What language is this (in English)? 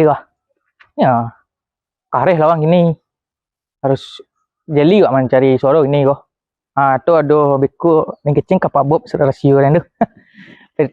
Minangkabau